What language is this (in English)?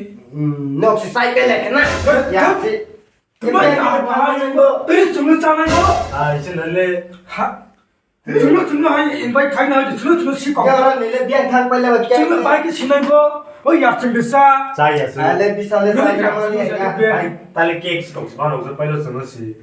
Kok Borok